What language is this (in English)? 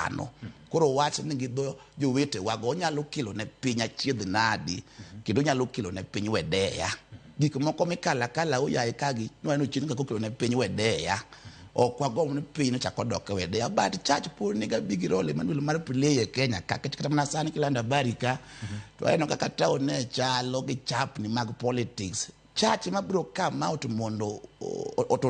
Luo (Kenya and Tanzania)